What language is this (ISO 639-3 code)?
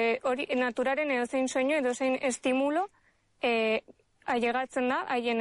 eus